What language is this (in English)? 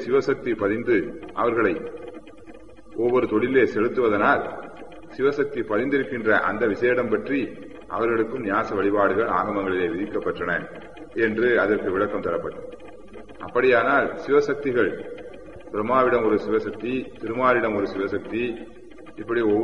Tamil